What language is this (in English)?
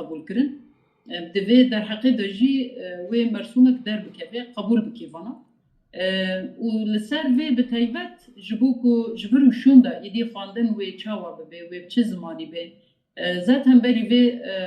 Kurdish